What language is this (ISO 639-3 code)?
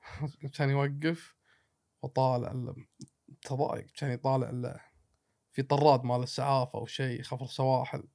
afb